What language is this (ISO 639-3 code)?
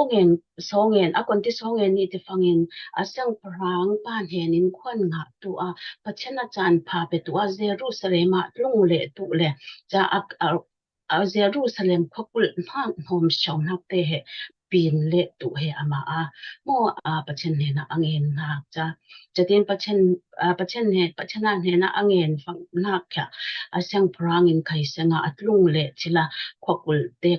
cfm